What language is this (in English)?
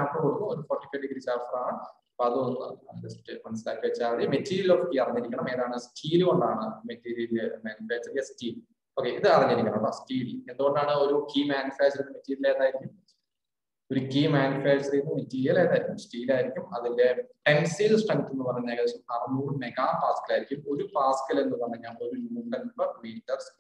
Malayalam